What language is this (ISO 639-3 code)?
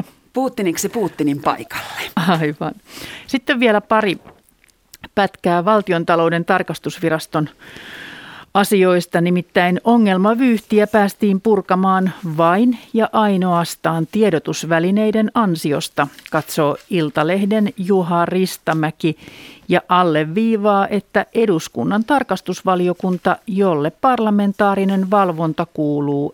fin